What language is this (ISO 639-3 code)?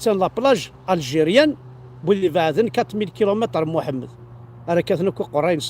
kab